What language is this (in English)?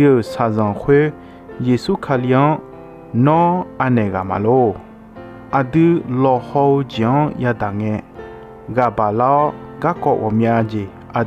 Akha